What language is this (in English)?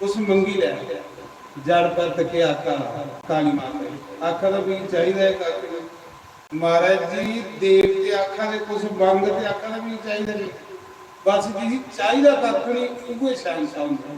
Dogri